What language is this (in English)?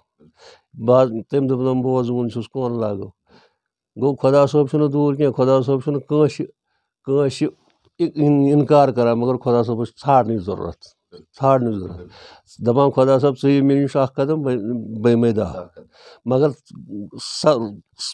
Kashmiri